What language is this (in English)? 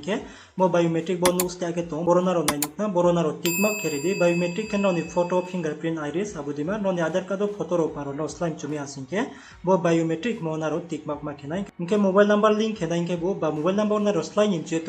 Riang (India)